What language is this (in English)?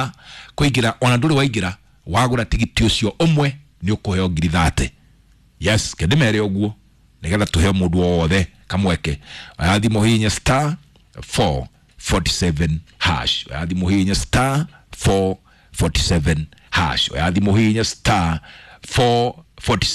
Kikuyu